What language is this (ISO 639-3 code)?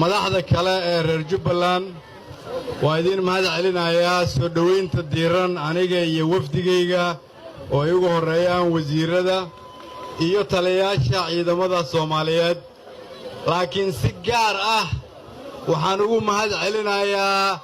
som